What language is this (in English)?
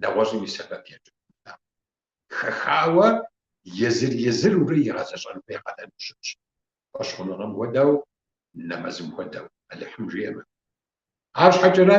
Kabardian